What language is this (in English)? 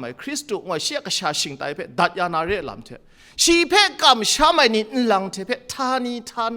Kachin